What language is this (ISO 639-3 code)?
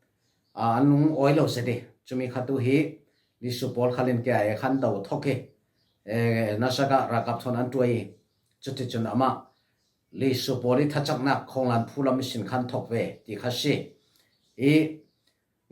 cfm